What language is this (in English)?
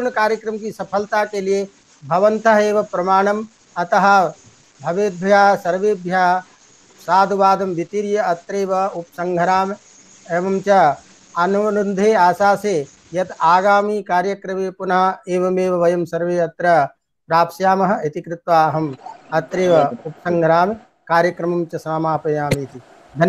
Sanskrit